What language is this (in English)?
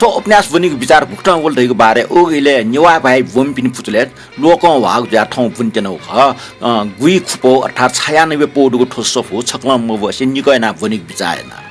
Newari